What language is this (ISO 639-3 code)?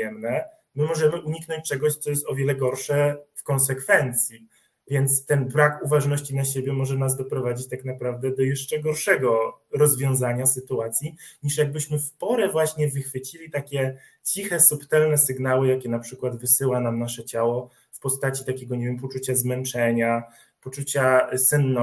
pol